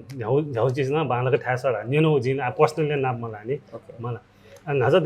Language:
Newari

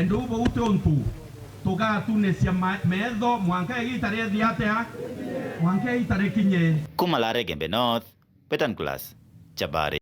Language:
Meru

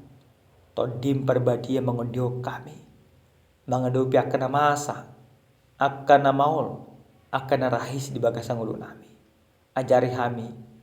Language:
Batak Toba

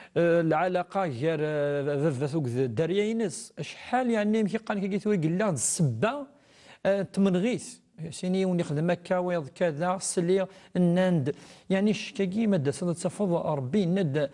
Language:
Kabyle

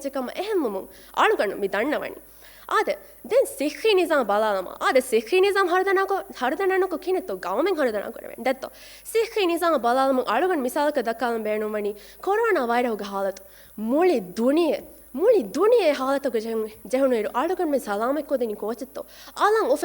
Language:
Divehi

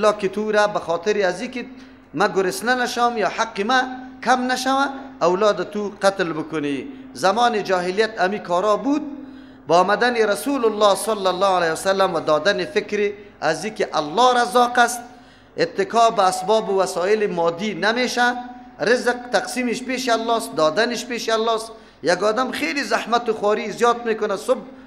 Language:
Persian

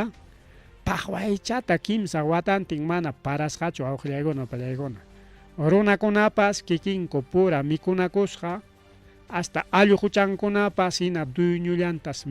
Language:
Ayacucho Quechua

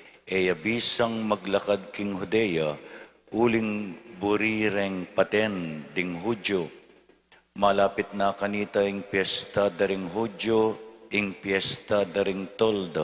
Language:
Pampanga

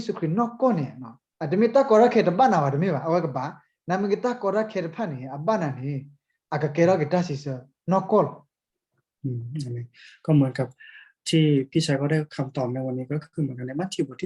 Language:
S'gaw Karen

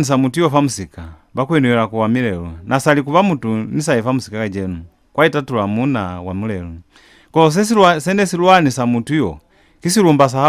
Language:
Lozi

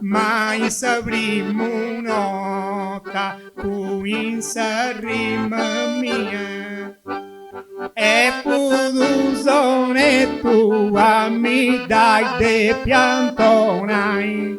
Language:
Sardinian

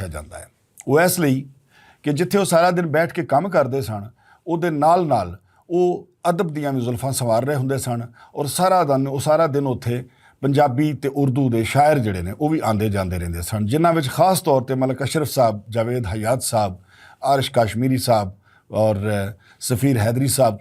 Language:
Western Panjabi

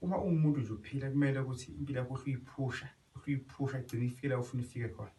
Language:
Zulu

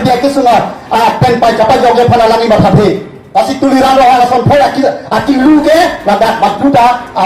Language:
Karbi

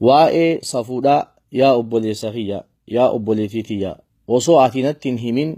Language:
Oromo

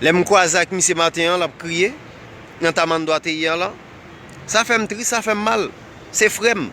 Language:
Haitian Creole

